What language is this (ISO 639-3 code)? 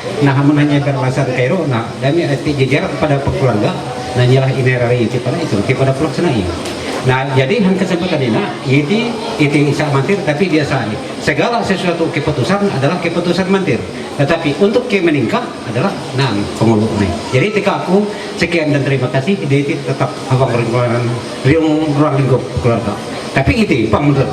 mhy